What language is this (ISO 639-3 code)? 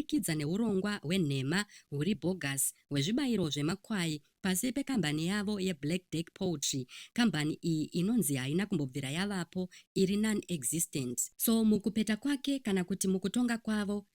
sna